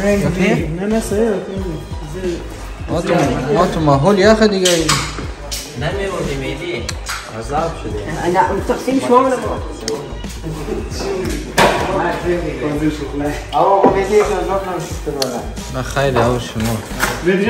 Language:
Persian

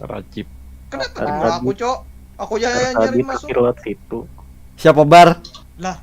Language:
Banjar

